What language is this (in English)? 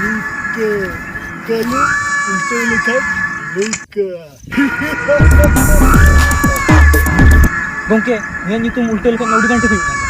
Santali